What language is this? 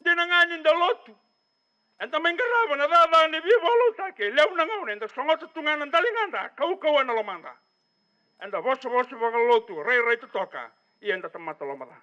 Fijian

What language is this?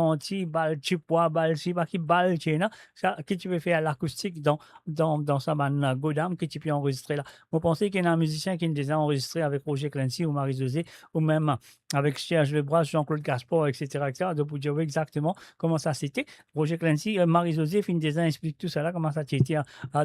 Morisyen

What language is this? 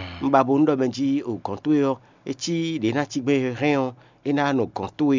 Fon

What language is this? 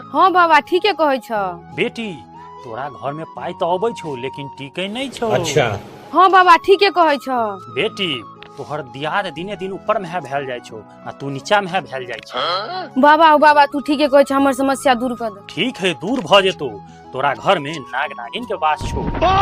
Maithili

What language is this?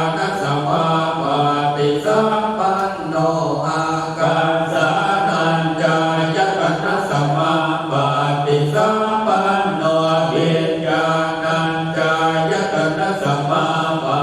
Pali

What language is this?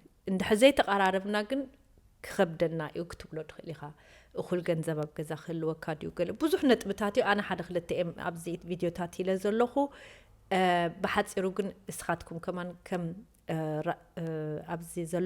Tigrinya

